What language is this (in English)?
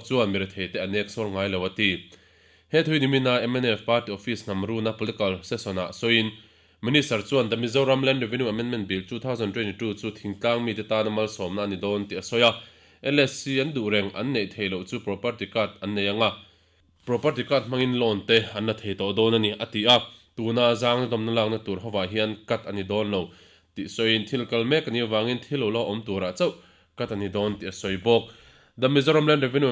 Mizo